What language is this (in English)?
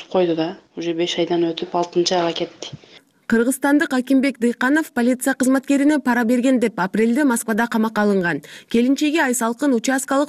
Kyrgyz